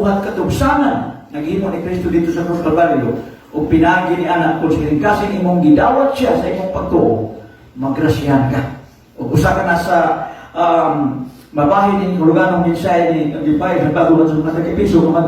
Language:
Cebuano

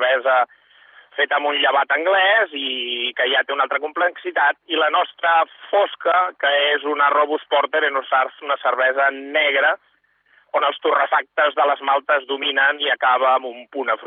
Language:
Catalan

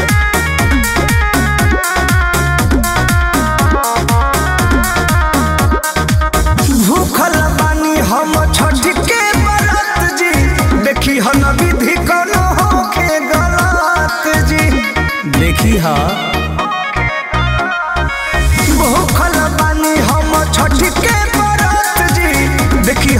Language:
Bhojpuri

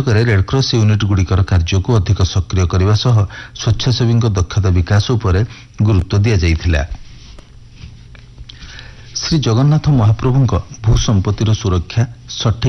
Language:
Odia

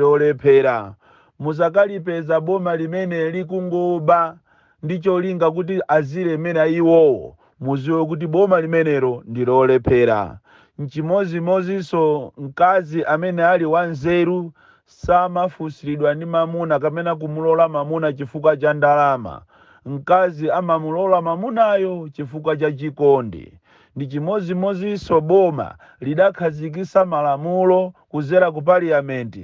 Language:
Nyanja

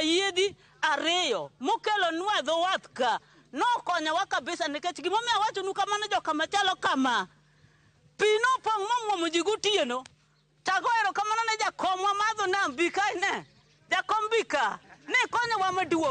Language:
Luo (Kenya and Tanzania)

